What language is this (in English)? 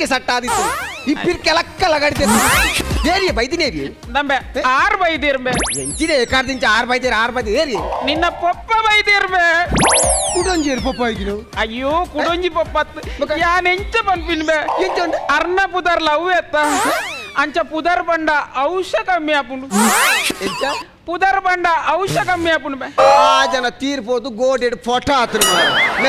Tulu